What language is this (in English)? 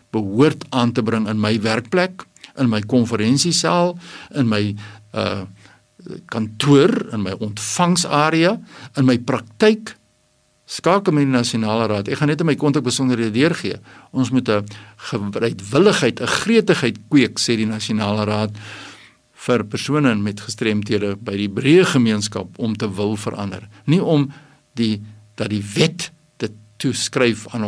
Afrikaans